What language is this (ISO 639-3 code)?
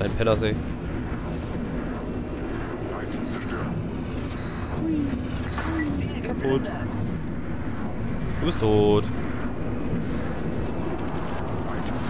deu